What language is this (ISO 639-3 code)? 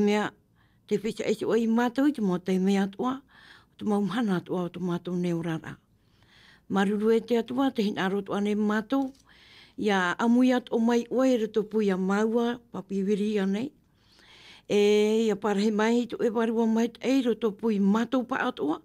tah